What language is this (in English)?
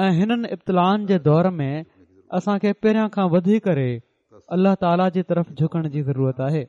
Sindhi